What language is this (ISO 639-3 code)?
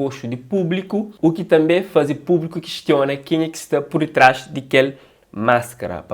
kea